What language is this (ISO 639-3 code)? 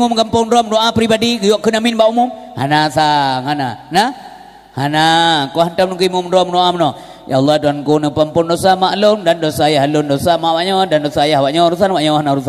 ace